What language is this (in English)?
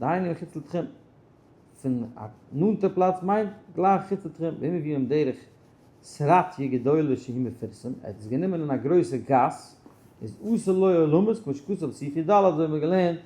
Yiddish